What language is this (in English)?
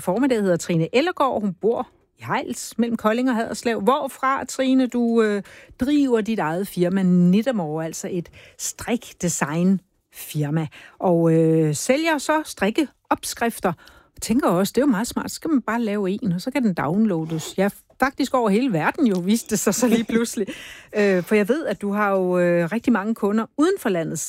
Danish